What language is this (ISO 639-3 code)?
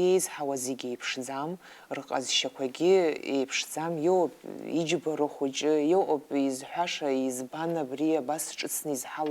abk